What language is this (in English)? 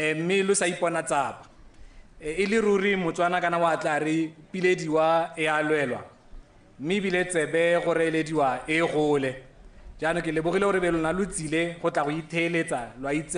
Tswana